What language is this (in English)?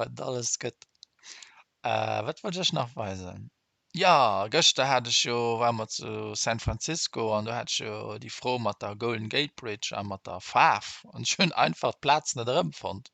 Luxembourgish